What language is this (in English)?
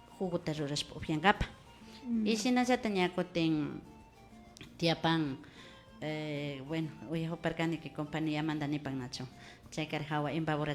Imbabura Highland Quichua